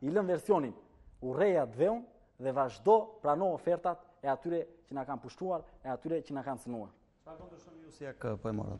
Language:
Albanian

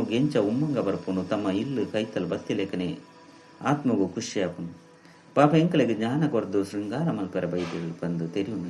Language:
Tulu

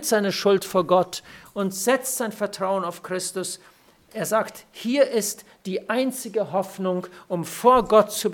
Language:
German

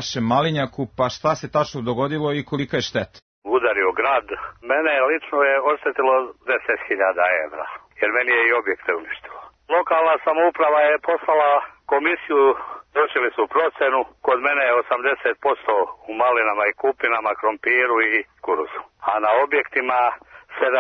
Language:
Serbian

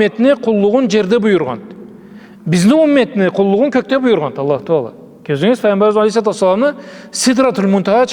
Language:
Karachay-Balkar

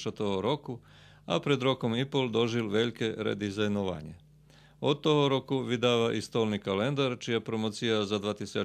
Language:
Rusyn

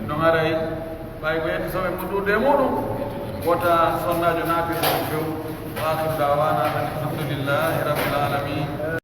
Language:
Pular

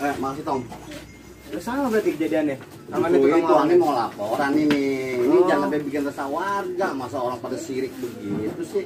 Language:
Betawi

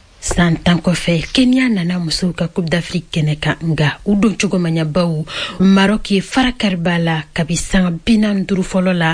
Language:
Bambara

